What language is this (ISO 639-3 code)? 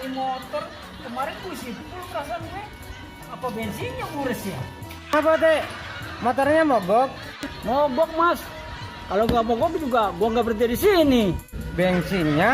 bew